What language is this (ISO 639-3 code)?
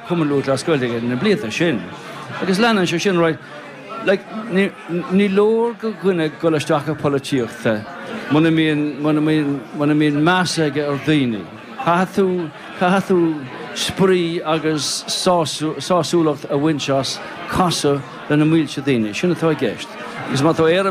gle